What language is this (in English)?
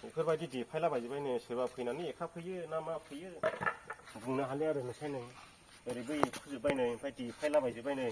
Bodo